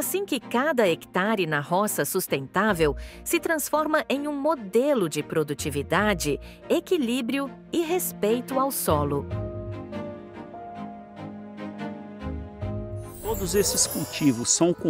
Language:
Portuguese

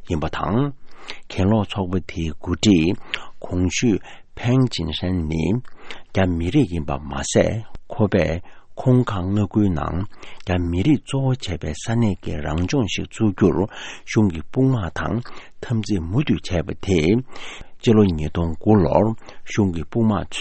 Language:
Tibetan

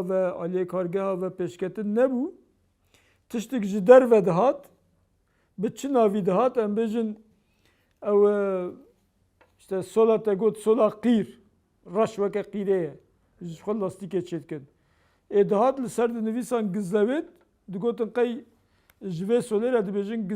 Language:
Kurdish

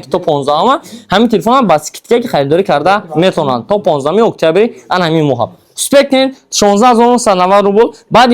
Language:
Tajik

